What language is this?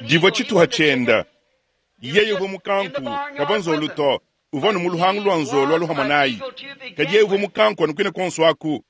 Luba-Lulua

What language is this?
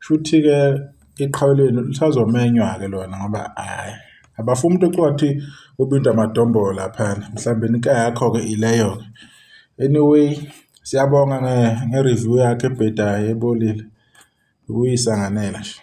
Zulu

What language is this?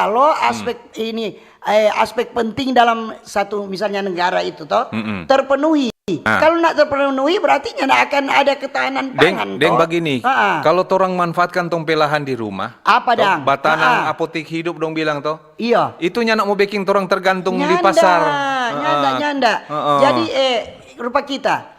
Manado Malay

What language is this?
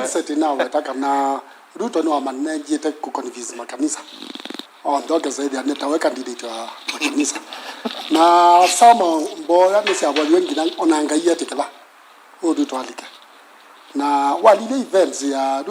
Kamba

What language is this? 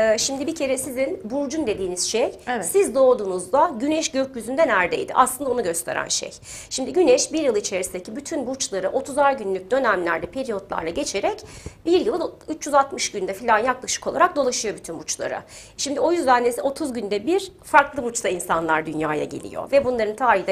Turkish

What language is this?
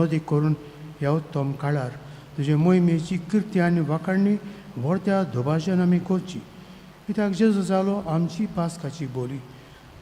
Konkani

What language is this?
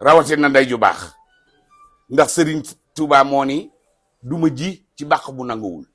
Wolof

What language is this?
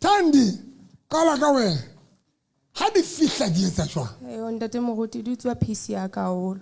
Southern Sotho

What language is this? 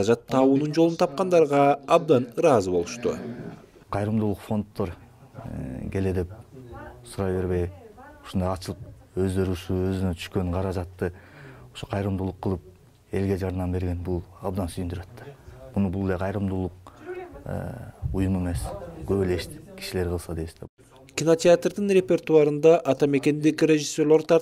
Kyrgyz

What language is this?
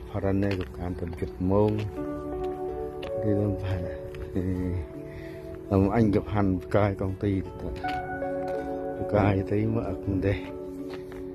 Central Mnong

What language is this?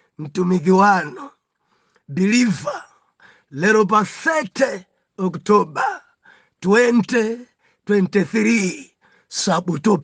Nyanja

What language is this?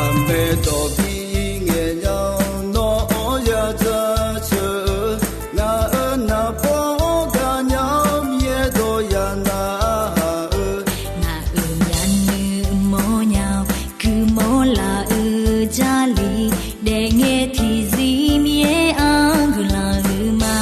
Akha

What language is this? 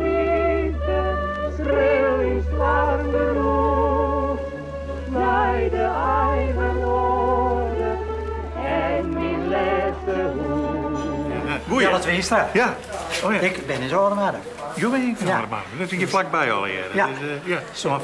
Western Frisian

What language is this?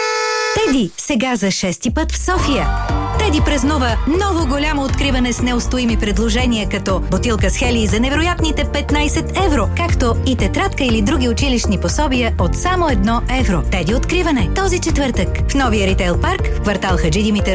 Bulgarian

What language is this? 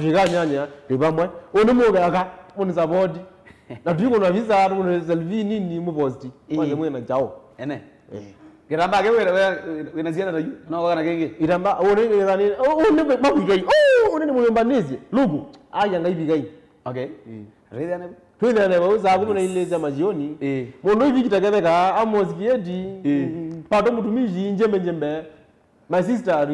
Kamba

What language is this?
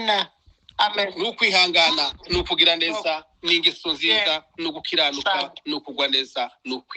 Kinyarwanda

